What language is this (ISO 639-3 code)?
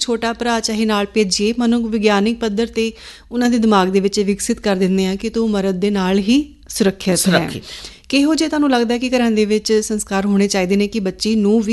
pan